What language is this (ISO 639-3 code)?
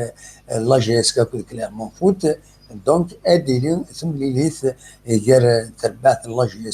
kab